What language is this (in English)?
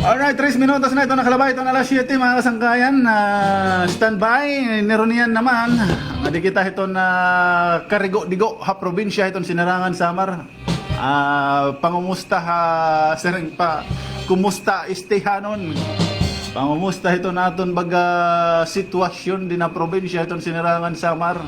Waray